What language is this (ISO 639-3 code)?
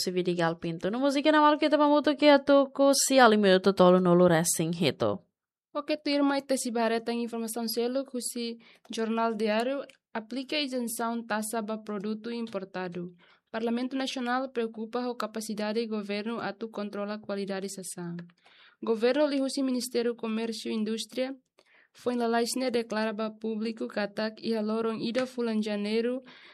tet